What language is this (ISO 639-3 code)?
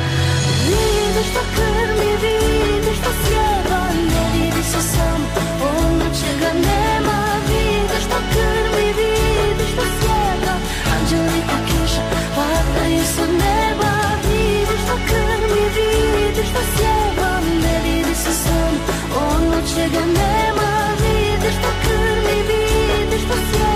bos